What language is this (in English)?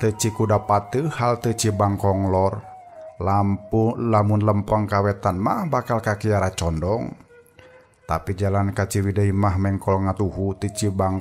Sundanese